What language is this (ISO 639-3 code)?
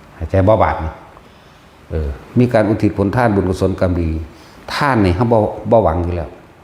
tts